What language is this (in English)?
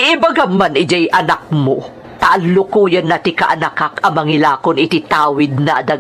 Iloko